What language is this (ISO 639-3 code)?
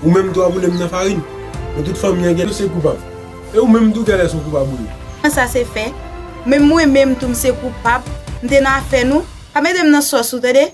hat